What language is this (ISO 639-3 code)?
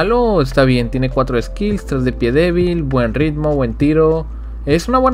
spa